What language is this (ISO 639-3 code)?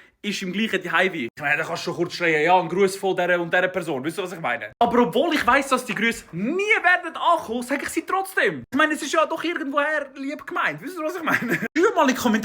gsw